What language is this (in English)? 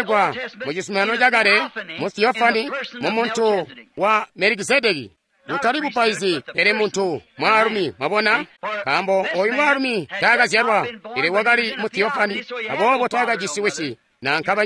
Tonga (Zambia)